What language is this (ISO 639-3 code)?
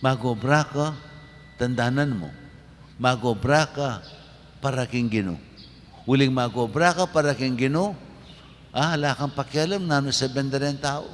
pam